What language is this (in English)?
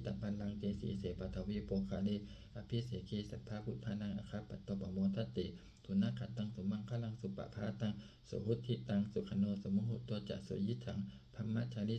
Pali